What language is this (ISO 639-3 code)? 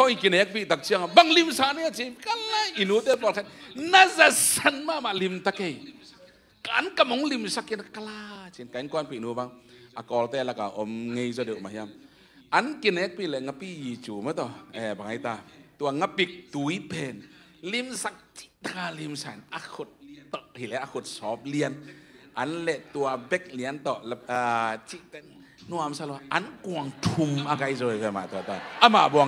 ctd